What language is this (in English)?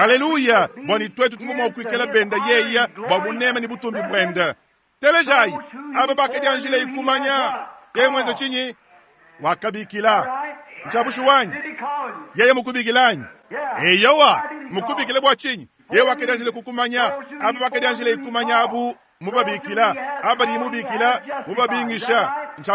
Luba-Lulua